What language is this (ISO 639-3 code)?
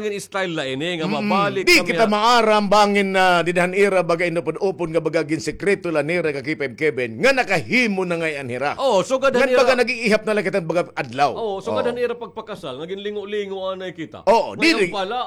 war